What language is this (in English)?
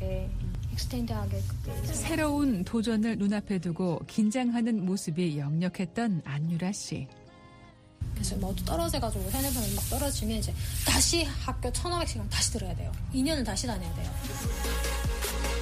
Korean